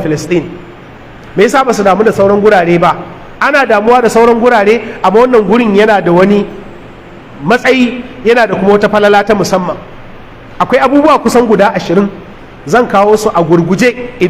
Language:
Hausa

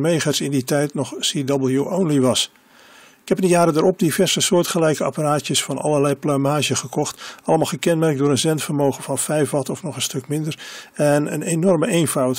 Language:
Dutch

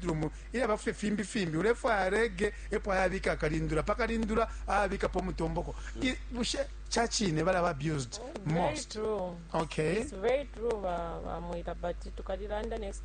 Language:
Bemba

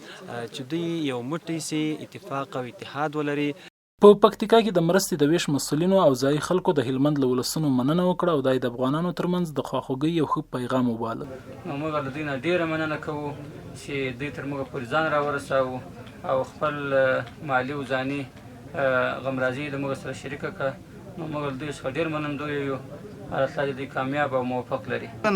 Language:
Pashto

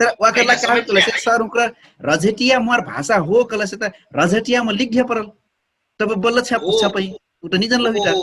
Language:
Dangaura Tharu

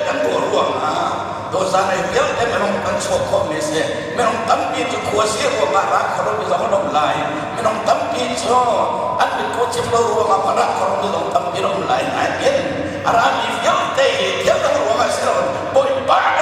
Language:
Hakha Chin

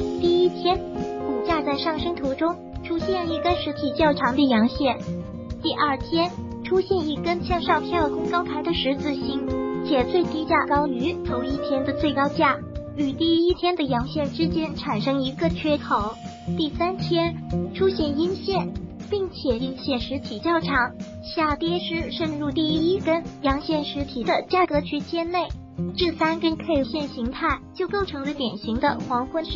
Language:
Chinese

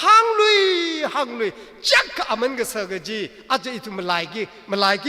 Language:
Tangkhul Naga (India)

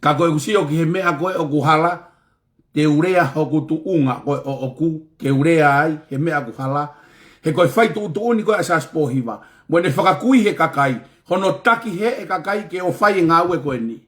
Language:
Tongan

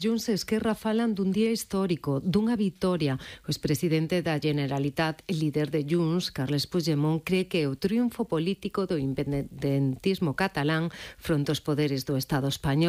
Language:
Galician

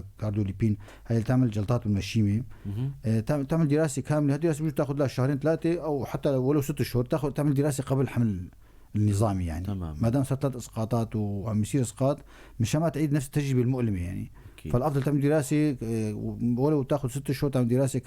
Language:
North Levantine Arabic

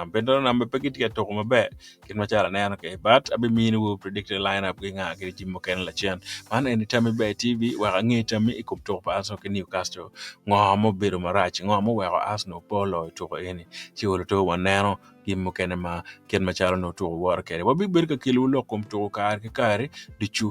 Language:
Acoli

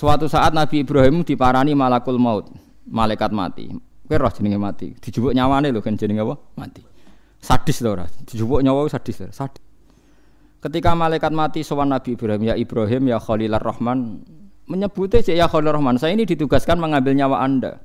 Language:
Javanese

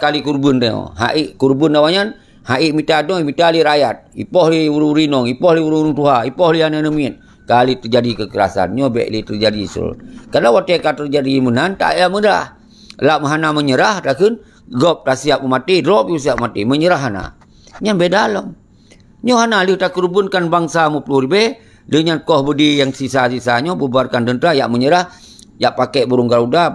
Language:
Achinese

